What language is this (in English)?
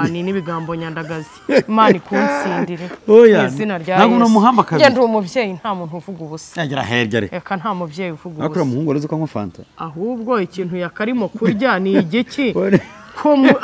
Kinyarwanda